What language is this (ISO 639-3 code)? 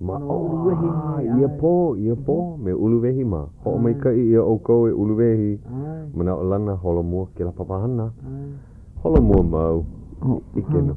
haw